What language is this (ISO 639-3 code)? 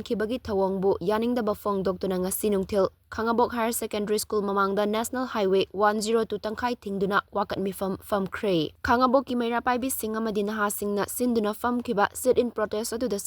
mni